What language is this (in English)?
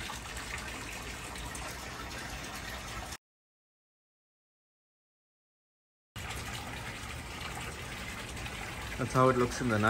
English